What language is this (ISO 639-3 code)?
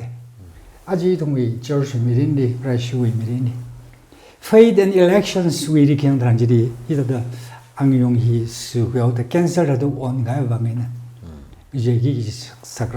nmf